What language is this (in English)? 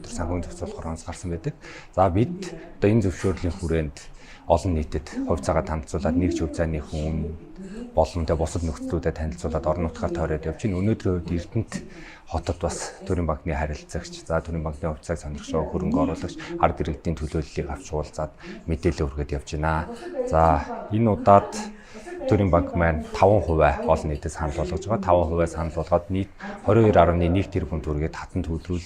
Mongolian